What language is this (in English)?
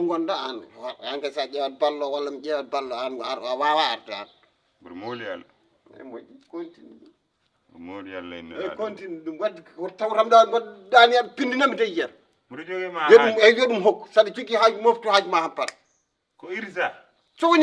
Fula